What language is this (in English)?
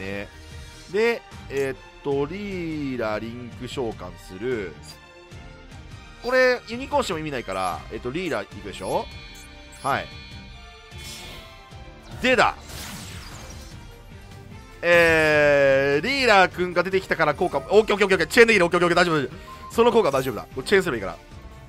Japanese